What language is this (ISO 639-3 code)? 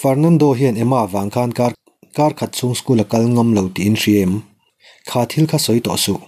lus